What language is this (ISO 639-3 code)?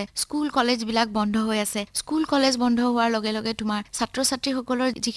asm